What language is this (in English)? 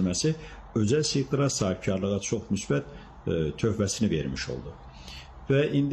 Azerbaijani